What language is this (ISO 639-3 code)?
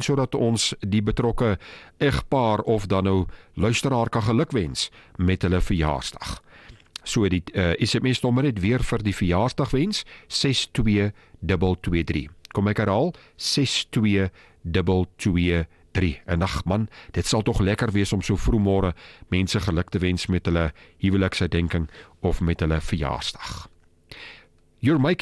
afr